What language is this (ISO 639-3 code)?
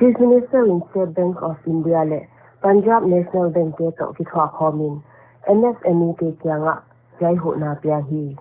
pck